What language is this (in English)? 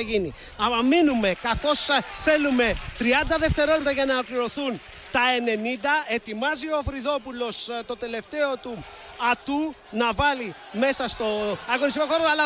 Greek